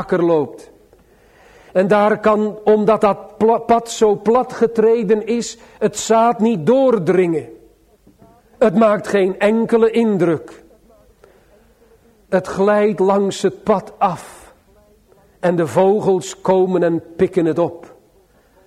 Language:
Dutch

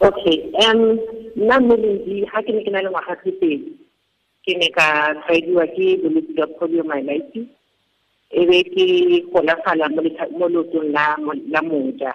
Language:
Tswana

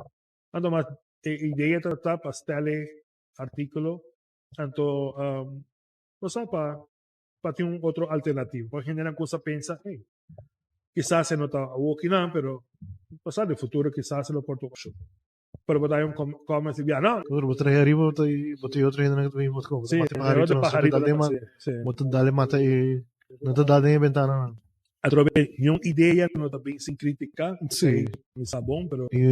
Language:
Papiamento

